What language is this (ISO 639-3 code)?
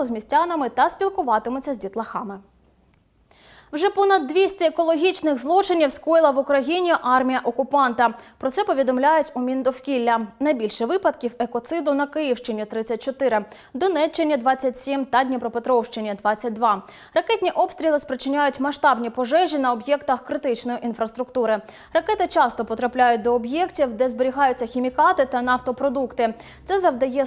ukr